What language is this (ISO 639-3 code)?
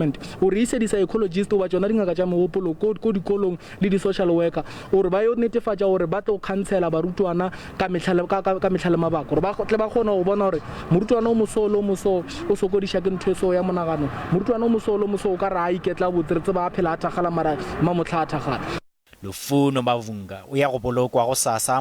nso